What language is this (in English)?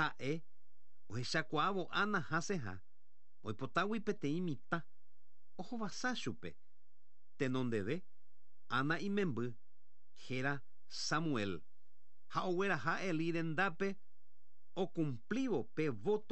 Guarani